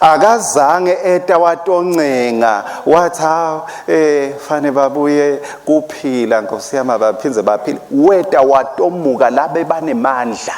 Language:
Swati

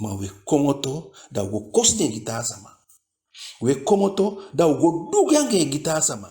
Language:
Eastern Maroon Creole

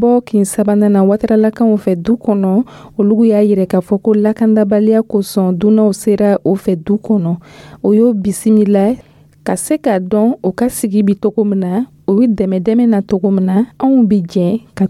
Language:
Dyula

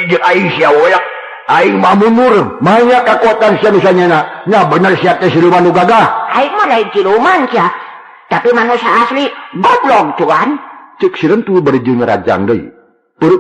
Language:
Sundanese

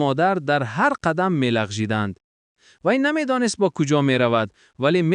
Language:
Tajik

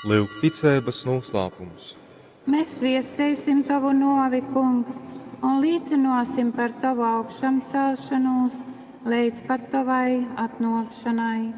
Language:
Latgalian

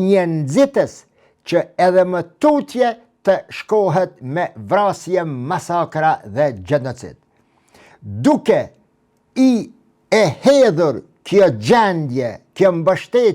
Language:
Albanian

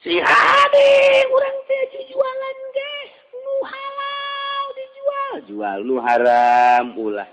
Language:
Sundanese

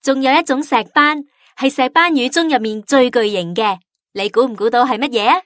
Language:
Cantonese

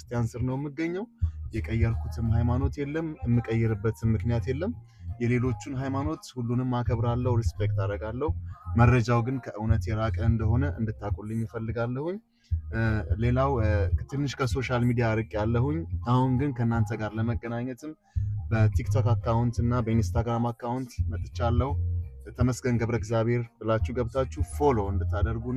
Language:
Amharic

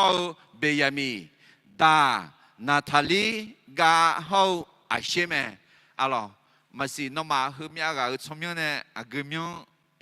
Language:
Akha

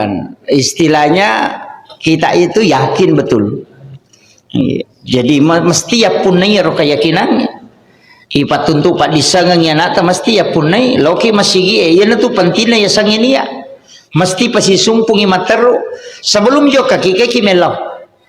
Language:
Buginese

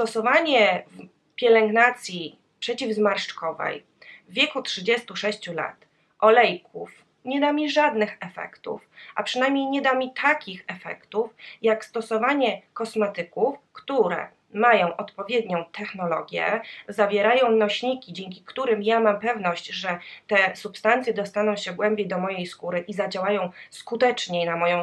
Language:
Polish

